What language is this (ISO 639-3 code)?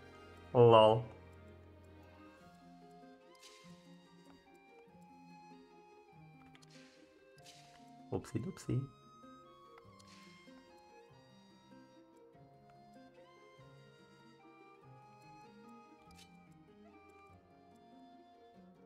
pol